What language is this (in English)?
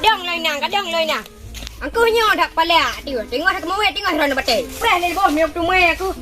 Achinese